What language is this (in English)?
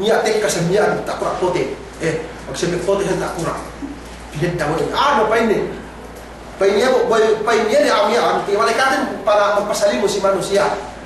Yakan